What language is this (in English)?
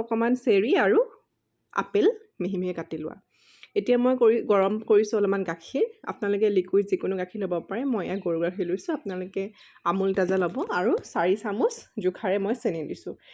Assamese